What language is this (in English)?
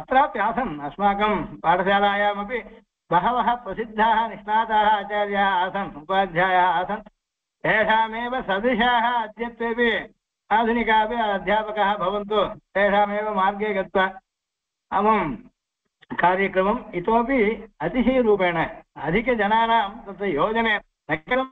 Sanskrit